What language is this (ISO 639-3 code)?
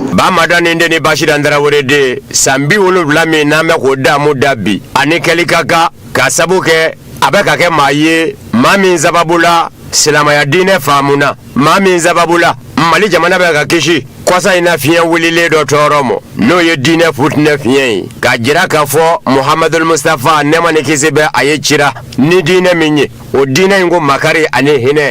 bam